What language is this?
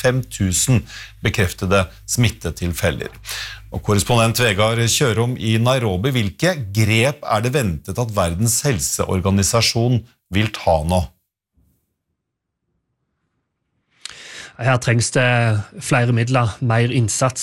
Norwegian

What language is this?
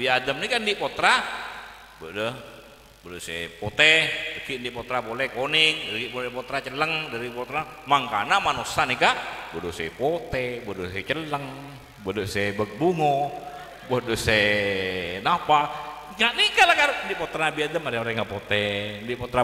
Madurese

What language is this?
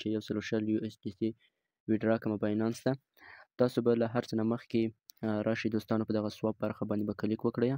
Pashto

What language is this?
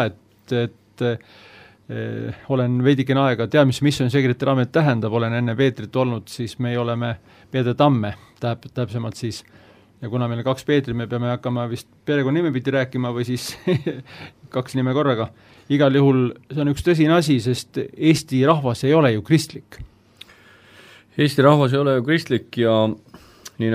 Estonian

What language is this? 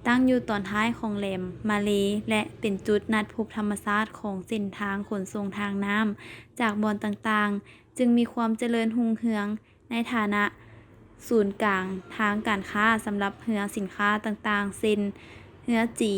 Lao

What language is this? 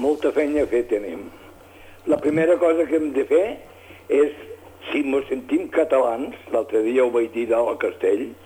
Catalan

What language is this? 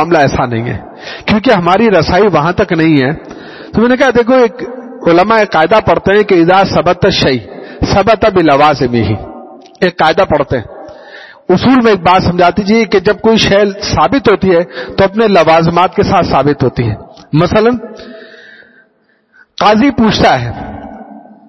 Urdu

